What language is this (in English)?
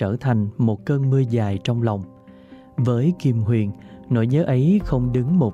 Vietnamese